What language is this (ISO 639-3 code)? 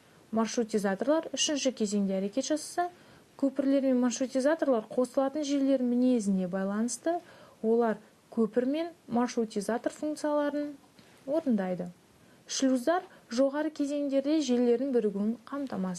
kaz